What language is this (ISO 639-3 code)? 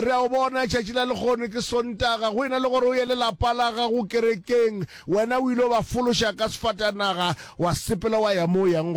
nso